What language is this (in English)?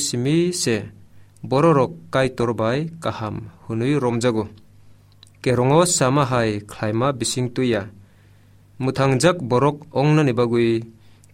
Kok Borok